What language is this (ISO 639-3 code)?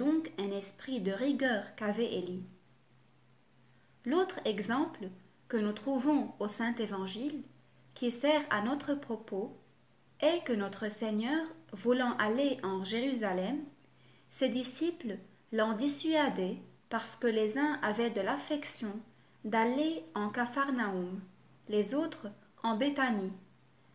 fra